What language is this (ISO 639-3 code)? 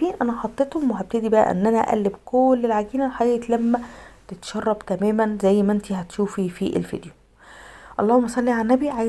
arz